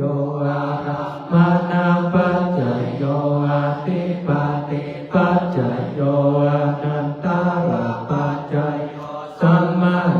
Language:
Pali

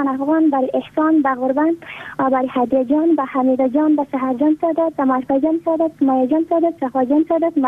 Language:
Persian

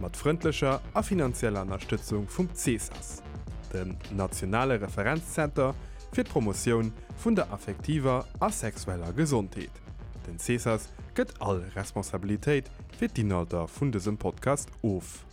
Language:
Luxembourgish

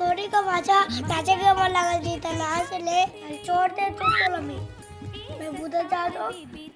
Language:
Chhattisgarhi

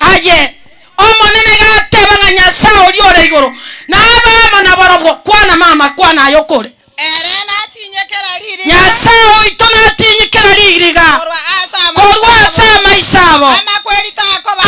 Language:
Gusii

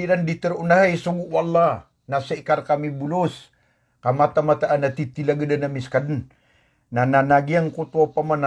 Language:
Maranao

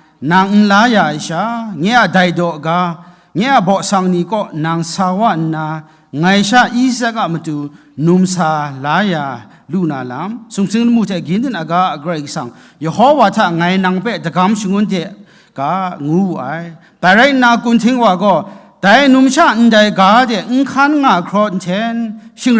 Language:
Kachin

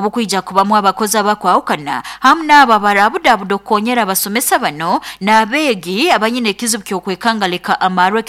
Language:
Nyoro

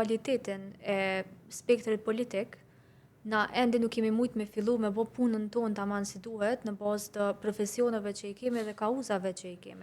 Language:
Albanian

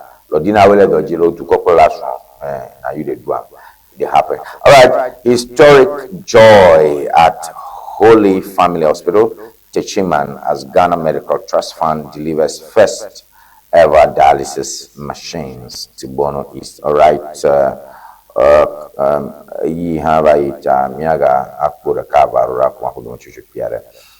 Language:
Ewe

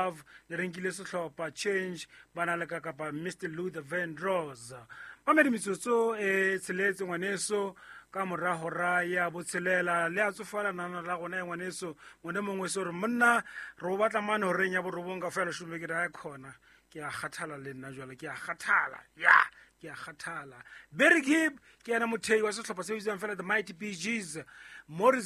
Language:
Southern Sotho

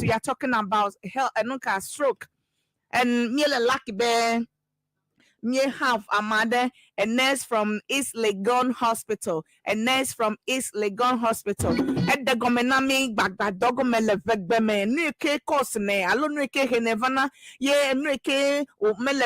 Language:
Ewe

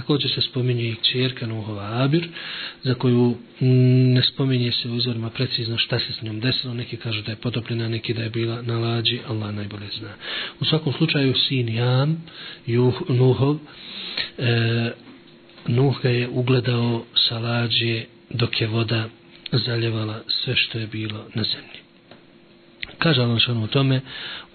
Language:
Bosnian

